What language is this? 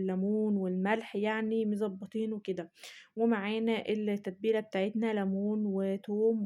Egyptian Arabic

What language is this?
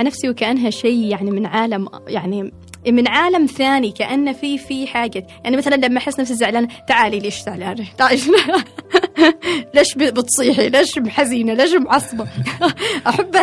Gulf Arabic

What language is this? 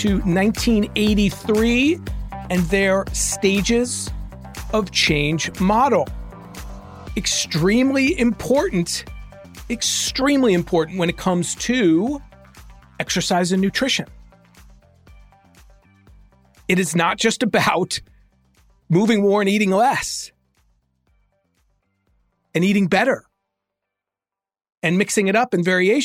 English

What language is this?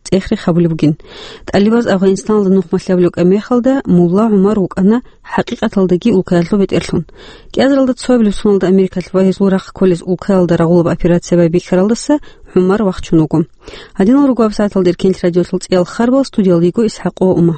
Avaric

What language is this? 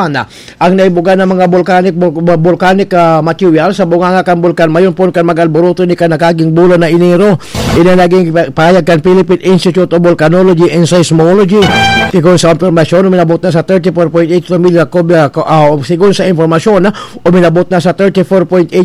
Bikol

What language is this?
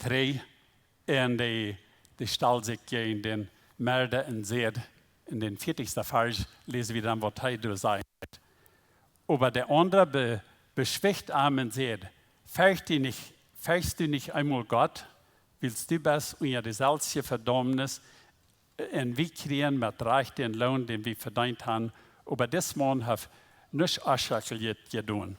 Plautdietsch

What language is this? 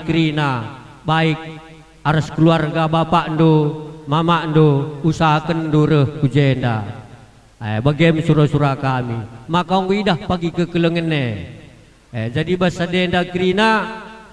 Batak Karo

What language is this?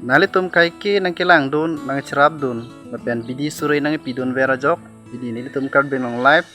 Karbi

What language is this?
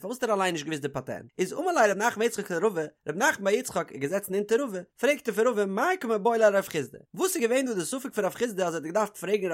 Yiddish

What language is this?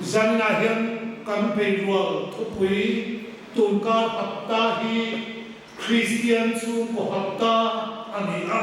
Hmar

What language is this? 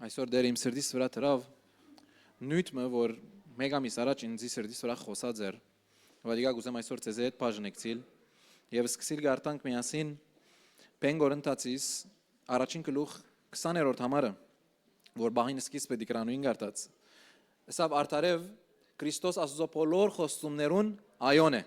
Western Armenian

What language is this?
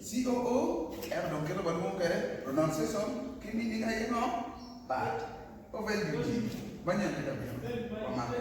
Acoli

